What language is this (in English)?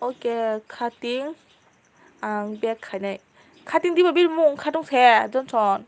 Kok Borok